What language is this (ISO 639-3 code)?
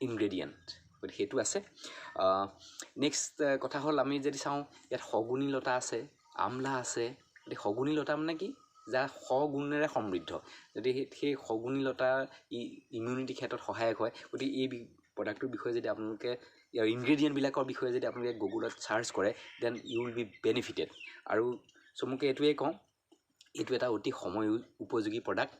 asm